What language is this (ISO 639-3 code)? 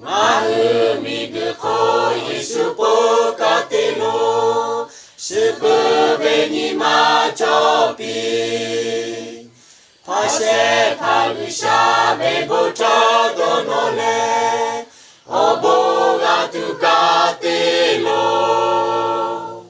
lhu